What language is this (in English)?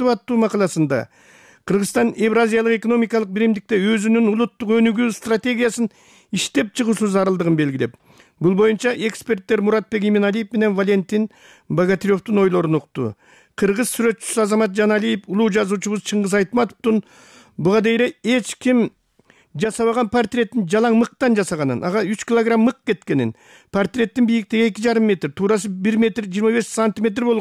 Kyrgyz